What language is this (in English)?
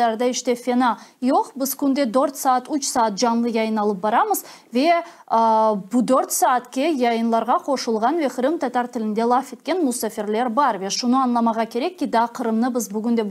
Crimean Tatar